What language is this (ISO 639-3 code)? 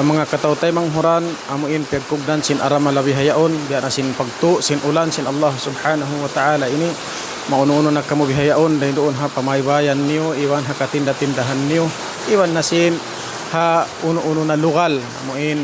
tsg